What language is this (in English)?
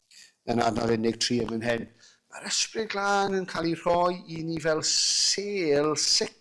Welsh